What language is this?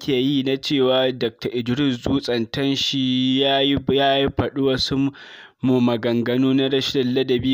Hausa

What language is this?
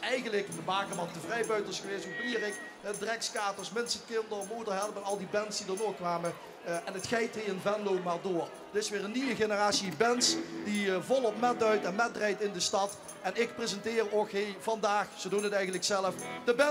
Limburgish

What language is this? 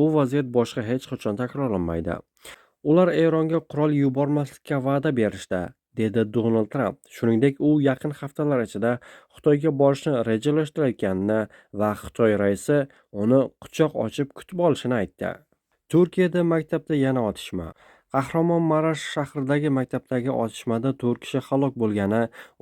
Uzbek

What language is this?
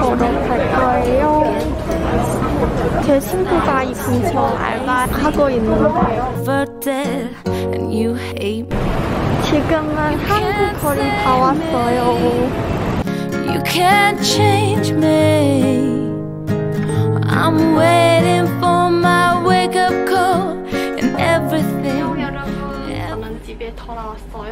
Korean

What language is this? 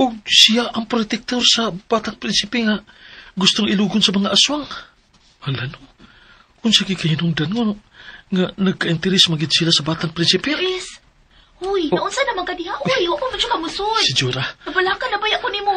Cebuano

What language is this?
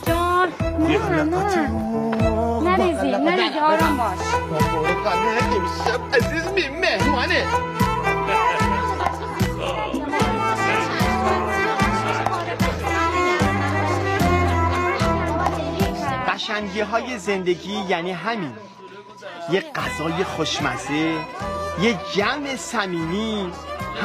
Persian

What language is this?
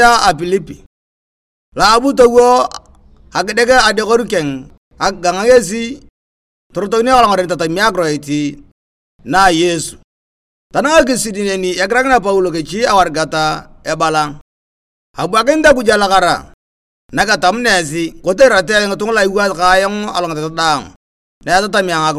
Turkana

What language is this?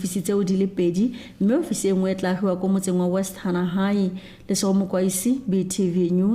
Tswana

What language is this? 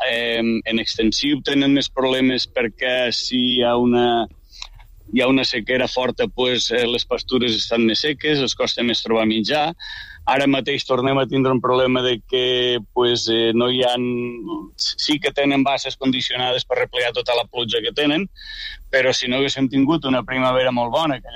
Catalan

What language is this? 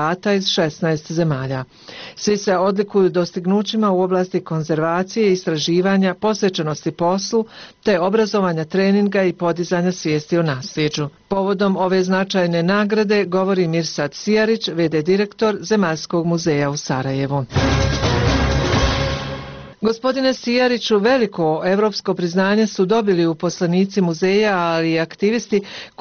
Bosnian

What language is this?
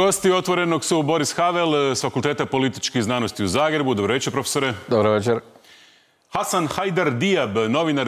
Croatian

